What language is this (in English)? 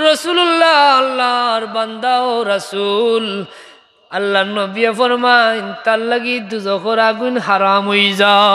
Sylheti